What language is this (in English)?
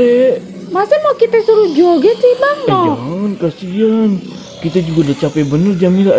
Betawi